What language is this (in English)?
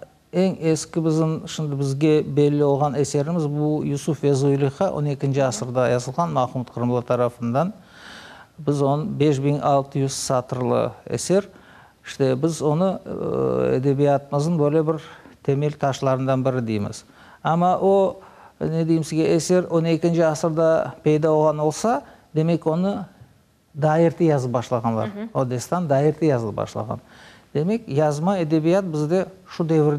Crimean Tatar